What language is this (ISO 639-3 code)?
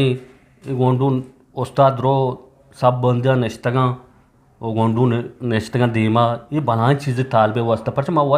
bgp